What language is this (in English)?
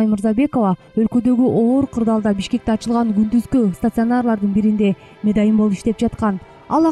Kyrgyz